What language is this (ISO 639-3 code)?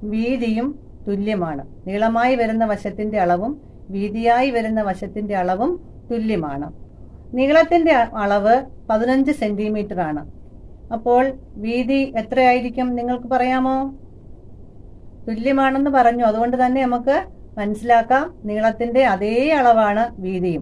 mal